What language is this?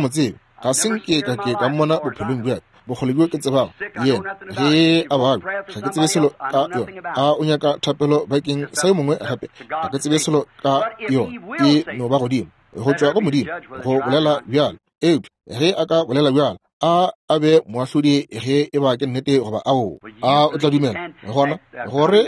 Northern Sotho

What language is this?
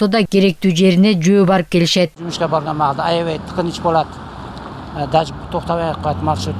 Kyrgyz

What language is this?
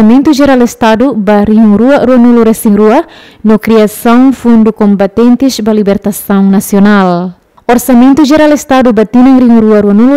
Tetum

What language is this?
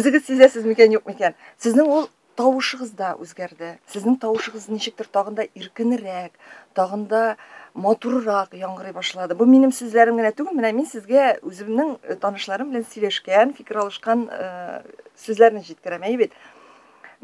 Tatar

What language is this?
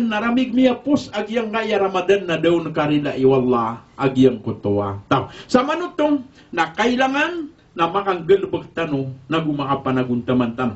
Maranao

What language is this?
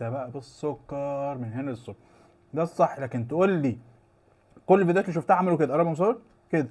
Egyptian Arabic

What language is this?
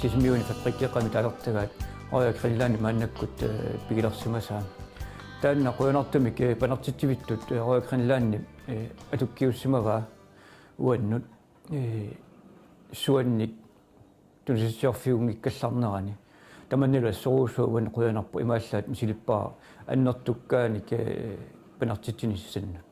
Kalaallisut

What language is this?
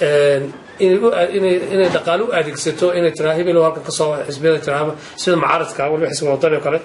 Somali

